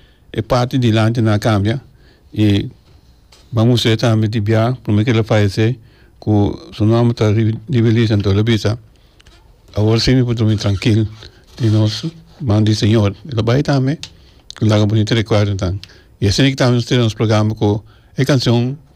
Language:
Papiamento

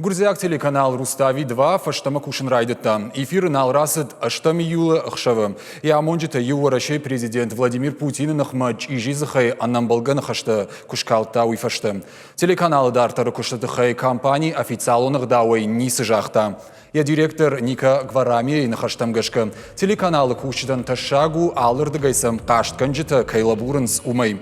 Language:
Ossetic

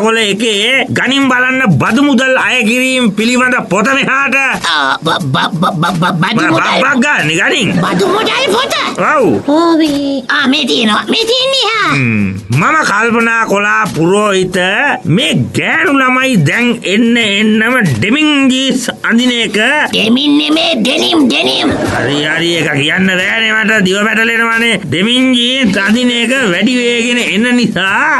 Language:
Sinhala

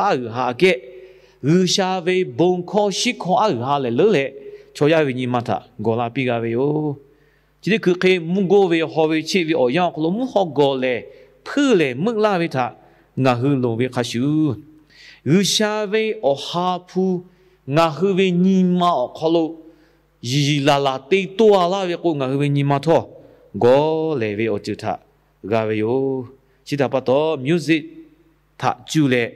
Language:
Lahu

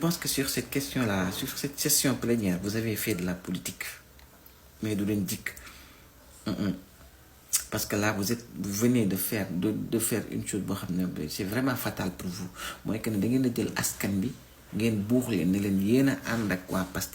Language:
Wolof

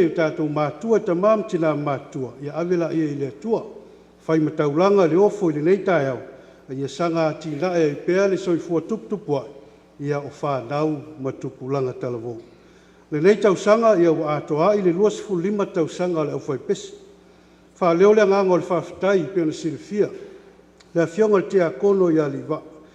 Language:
Samoan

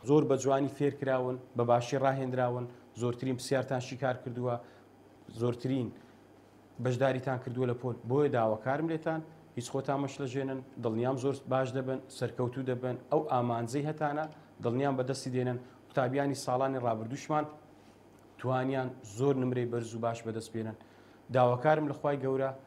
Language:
Central Kurdish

